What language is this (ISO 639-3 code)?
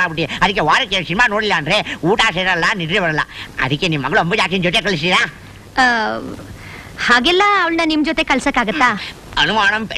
kan